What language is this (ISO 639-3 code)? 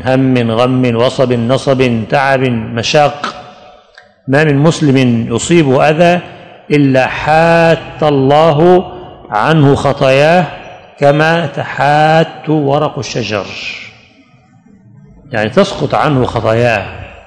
ara